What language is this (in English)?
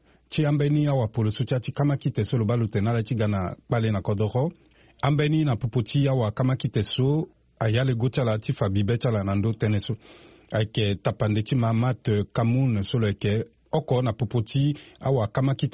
Sango